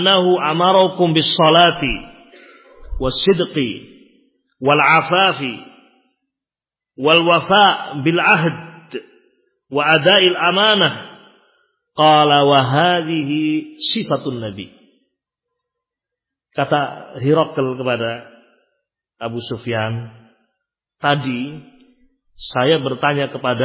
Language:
Indonesian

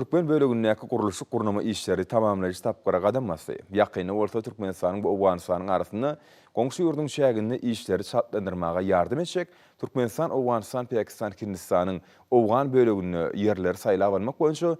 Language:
Turkmen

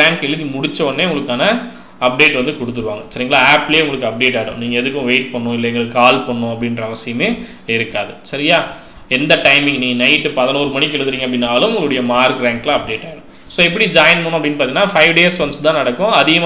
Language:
Tamil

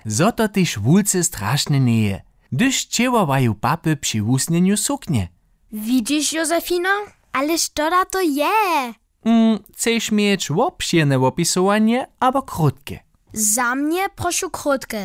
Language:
Upper Sorbian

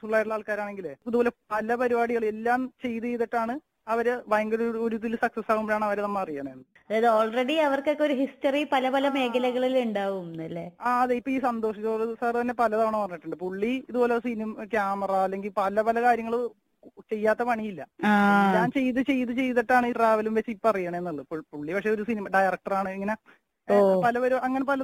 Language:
Malayalam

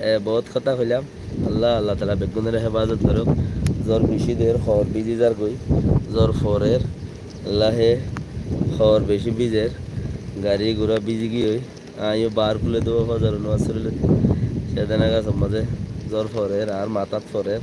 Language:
Rohingya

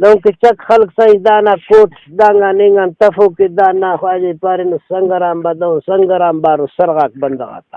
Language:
Brahui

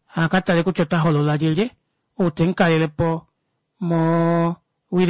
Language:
Kuanyama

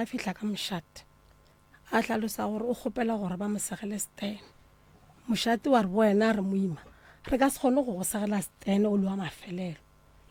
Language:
Northern Sotho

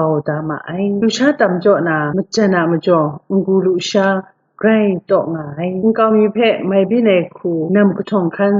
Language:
Kachin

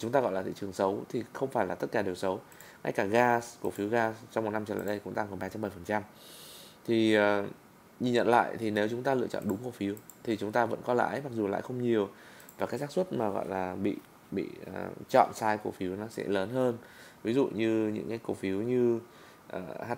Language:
Vietnamese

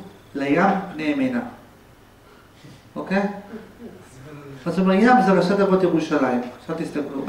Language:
Hebrew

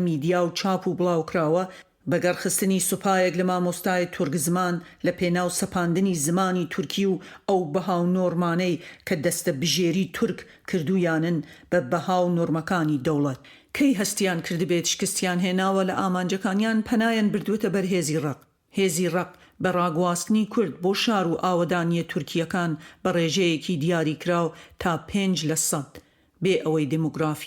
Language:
Central Kurdish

